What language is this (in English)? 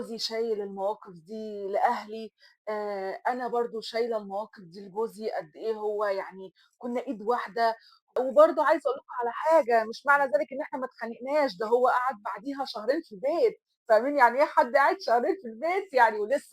Egyptian Arabic